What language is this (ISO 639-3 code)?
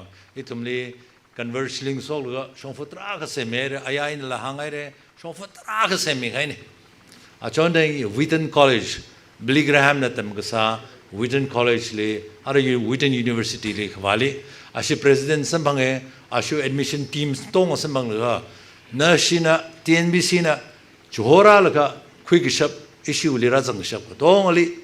nmf